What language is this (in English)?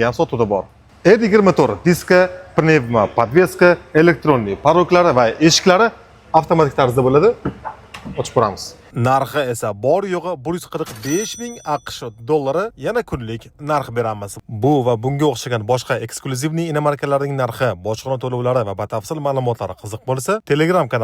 Uzbek